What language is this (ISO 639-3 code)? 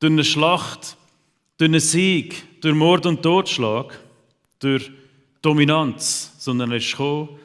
gsw